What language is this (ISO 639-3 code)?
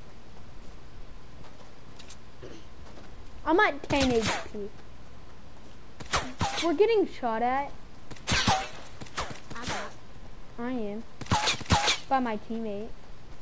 eng